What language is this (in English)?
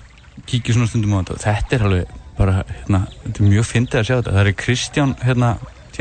Icelandic